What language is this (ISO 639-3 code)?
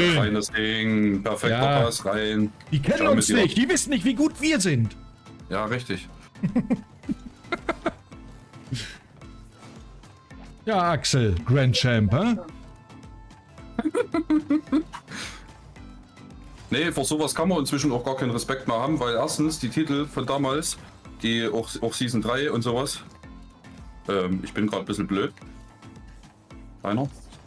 deu